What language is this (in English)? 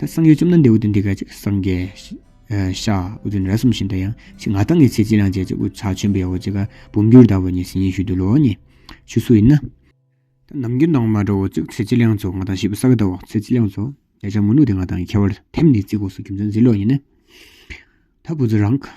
Tawang Monpa